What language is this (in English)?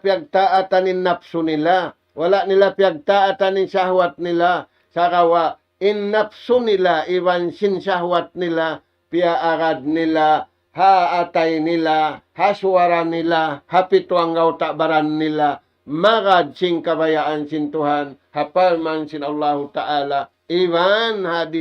Tausug